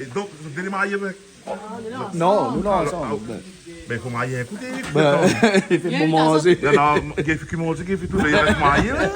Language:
Réunion Creole French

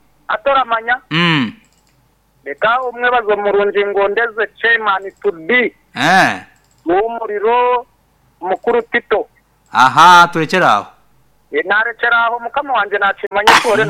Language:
Nyankole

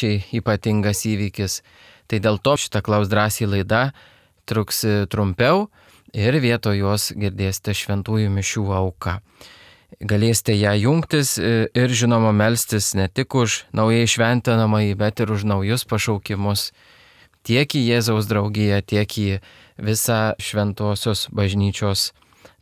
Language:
Lithuanian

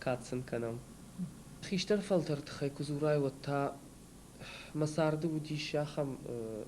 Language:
Ossetic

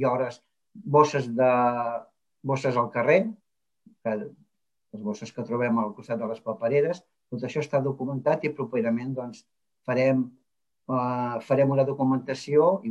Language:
Catalan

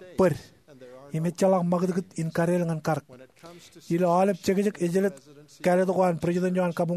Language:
Marshallese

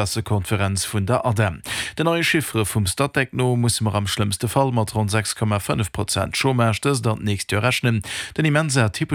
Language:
Luxembourgish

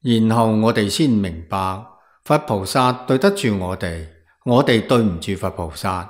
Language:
Cantonese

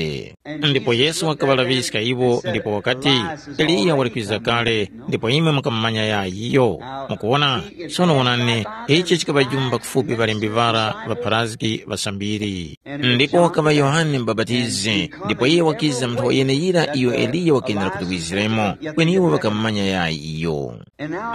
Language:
Tumbuka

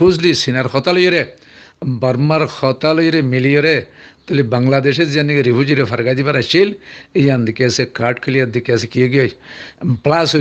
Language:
Rohingya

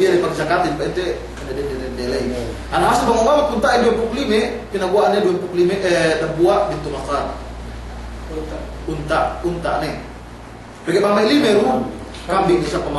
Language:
Yakan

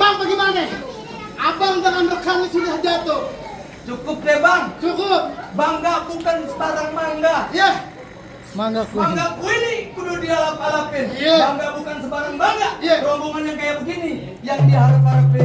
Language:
Betawi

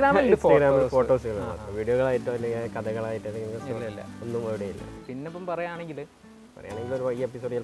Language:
Malayalam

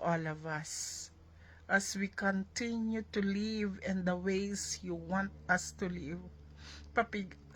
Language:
Iloko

